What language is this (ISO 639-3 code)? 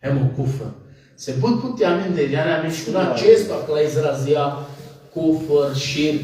rmn